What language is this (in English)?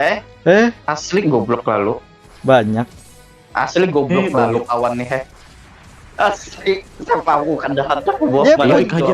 Banjar